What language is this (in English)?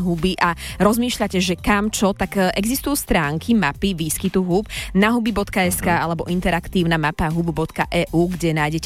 Slovak